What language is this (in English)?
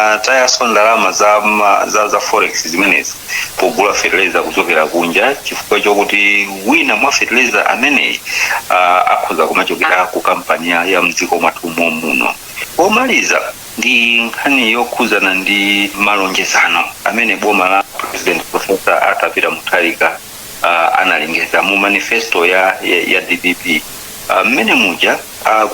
Nyanja